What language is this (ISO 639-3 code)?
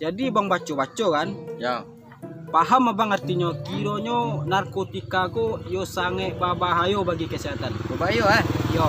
min